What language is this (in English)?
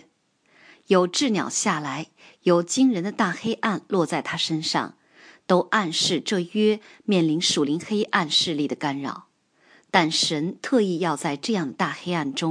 Chinese